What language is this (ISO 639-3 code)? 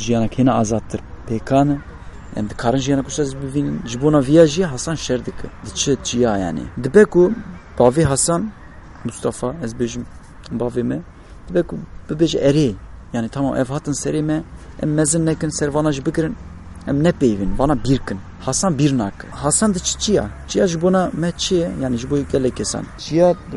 kur